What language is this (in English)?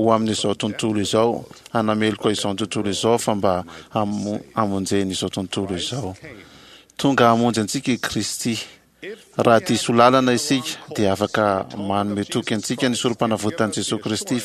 Malagasy